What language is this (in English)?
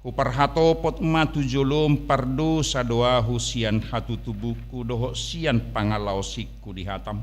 Batak Toba